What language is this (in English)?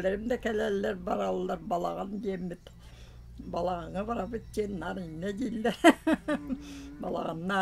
Yakut